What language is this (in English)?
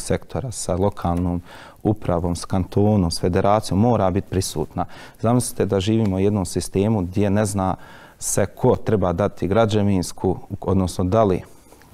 Bosnian